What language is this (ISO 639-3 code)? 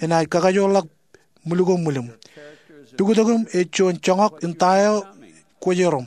mah